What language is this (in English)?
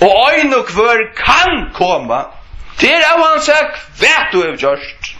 Faroese